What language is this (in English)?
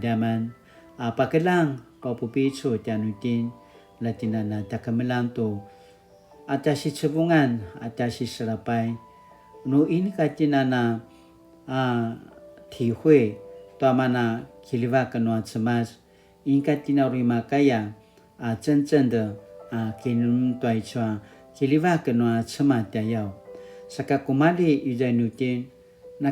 Paiwan